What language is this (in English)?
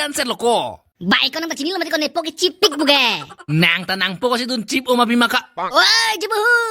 Karbi